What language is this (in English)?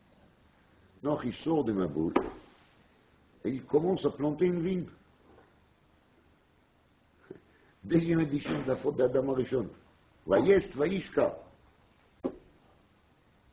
French